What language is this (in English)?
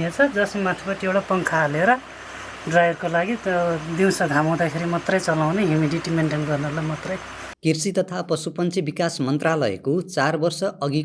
Nepali